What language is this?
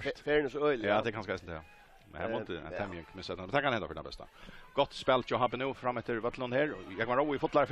Faroese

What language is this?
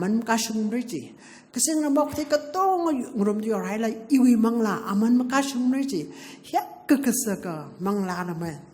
Tangkhul Naga (India)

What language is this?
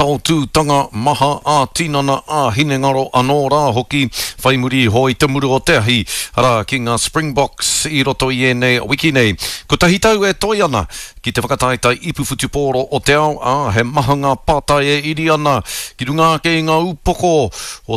Māori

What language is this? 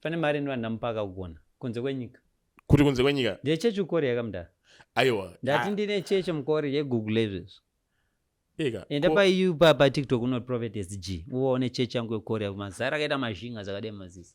Shona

